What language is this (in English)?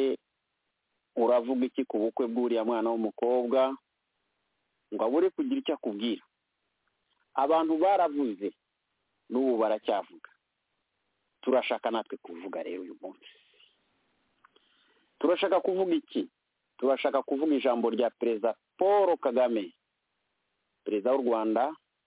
Kinyarwanda